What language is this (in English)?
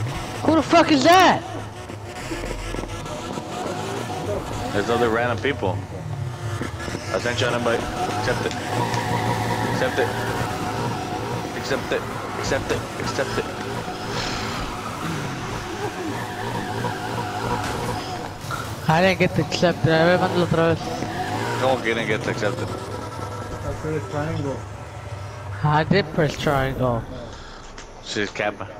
English